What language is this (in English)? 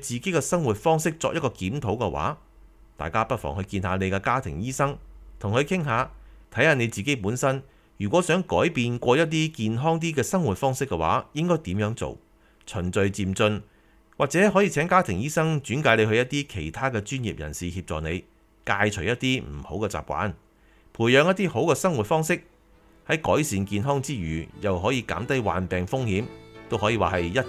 Cantonese